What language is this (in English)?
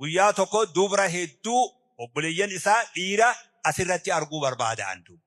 Oromo